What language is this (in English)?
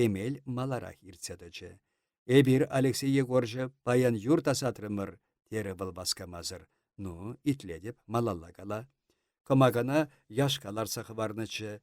Chuvash